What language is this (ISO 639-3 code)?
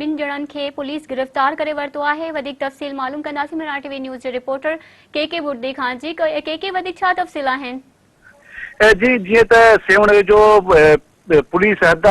snd